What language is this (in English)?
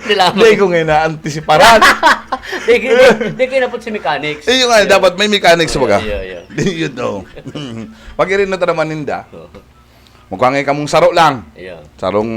Bikol